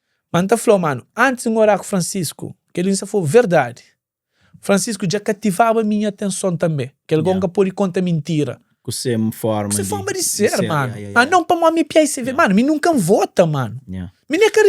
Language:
Kabuverdianu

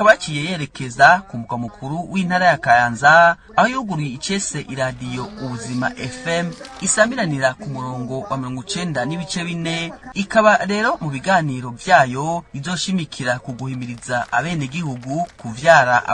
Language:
Rundi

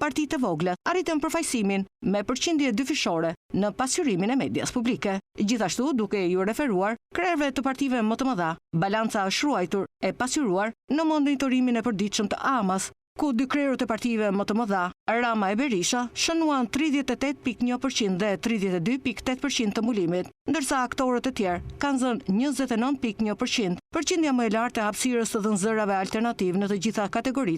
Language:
Albanian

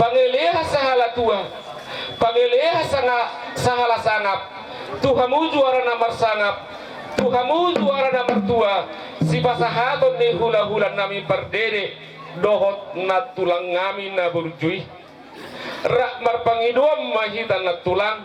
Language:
Batak Toba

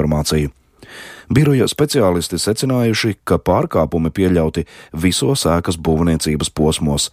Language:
Latvian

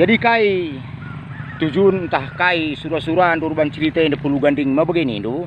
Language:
Batak Karo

